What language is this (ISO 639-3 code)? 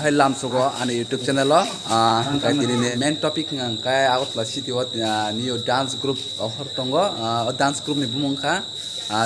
trp